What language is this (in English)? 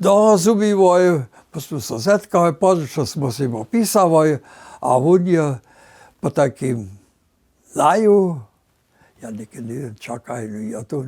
Upper Sorbian